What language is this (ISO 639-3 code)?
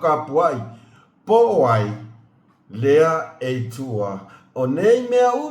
smo